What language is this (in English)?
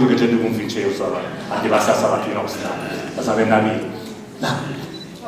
Sardinian